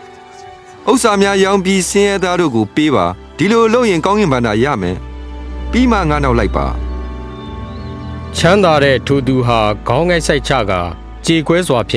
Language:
Burmese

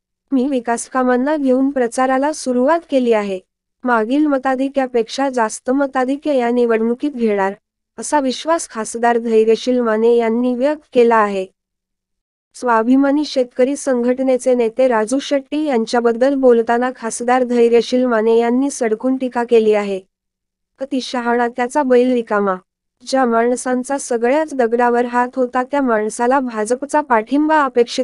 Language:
Marathi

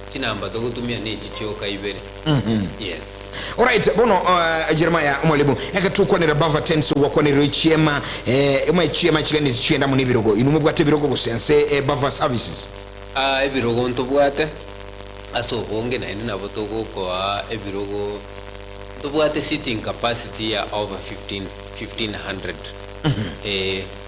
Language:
Gusii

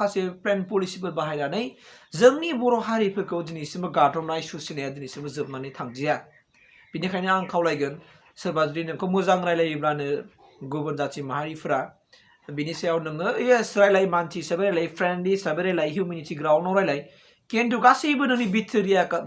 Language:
Bodo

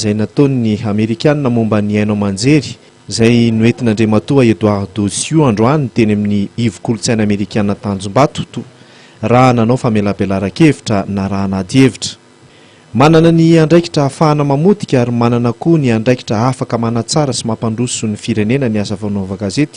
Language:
Malagasy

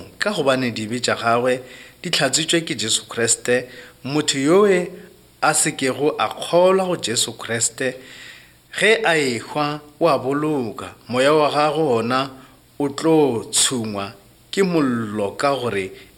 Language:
Northern Sotho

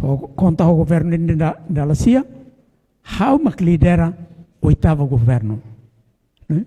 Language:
Tetum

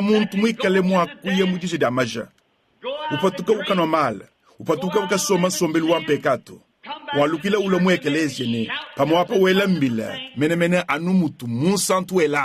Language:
Luba-Lulua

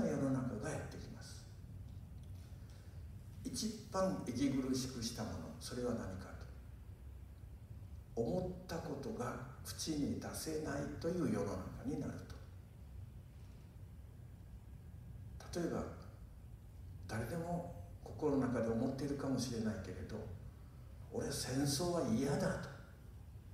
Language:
Japanese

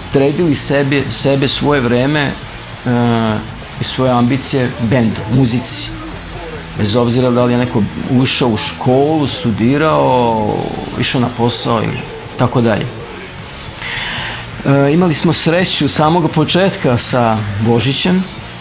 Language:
Serbian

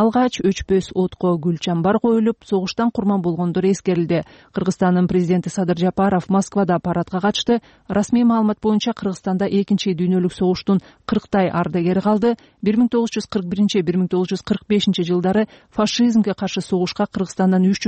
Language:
Kyrgyz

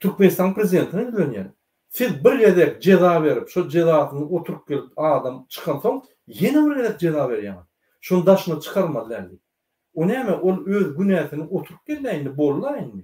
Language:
Turkmen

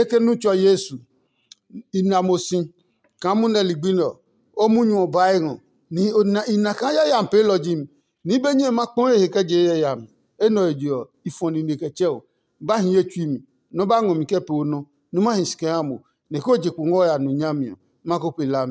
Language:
Adangme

